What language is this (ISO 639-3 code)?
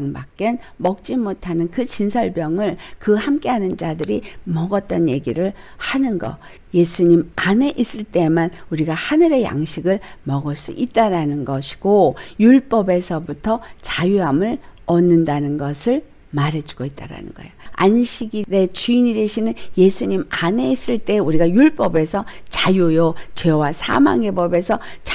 kor